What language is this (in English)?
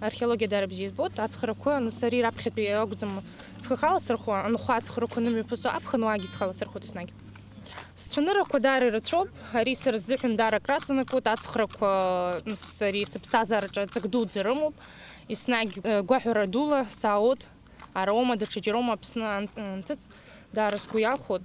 Abkhazian